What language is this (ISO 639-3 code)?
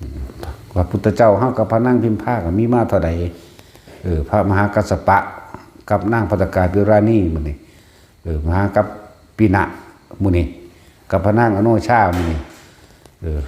tts